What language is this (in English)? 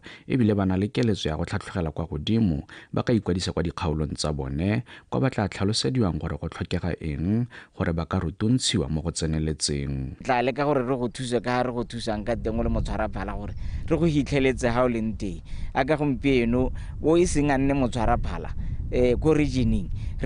Tswana